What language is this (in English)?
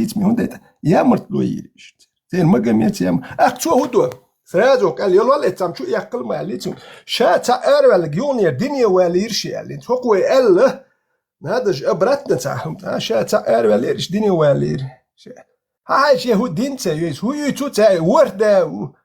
Chechen